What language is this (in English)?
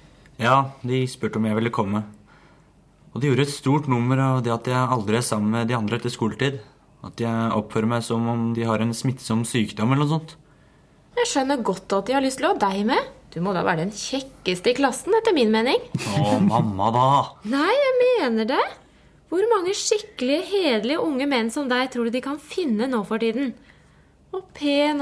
Norwegian